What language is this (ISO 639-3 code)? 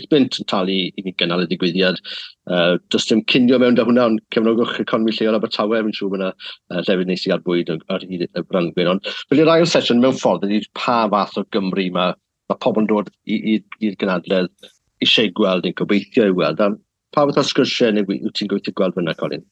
cym